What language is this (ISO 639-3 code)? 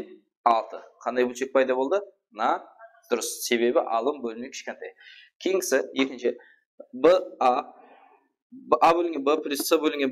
kaa